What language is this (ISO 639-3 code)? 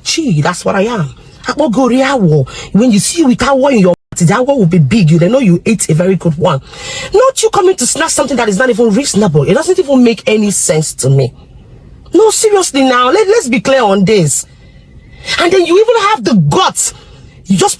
pcm